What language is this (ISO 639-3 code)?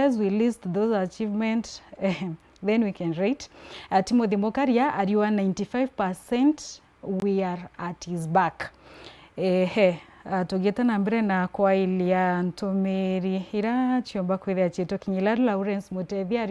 mer